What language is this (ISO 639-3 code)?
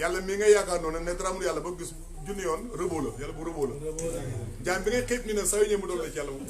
wol